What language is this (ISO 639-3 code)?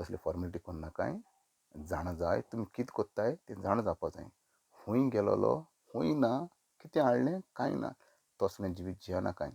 kok